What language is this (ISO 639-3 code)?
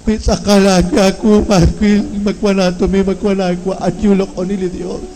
kek